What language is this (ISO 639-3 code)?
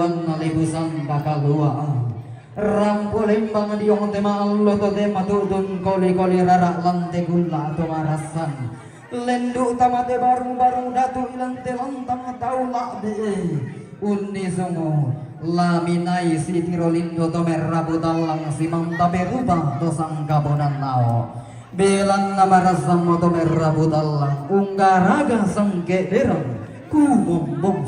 sda